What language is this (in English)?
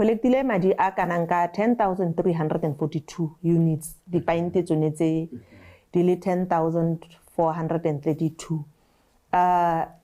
Tswana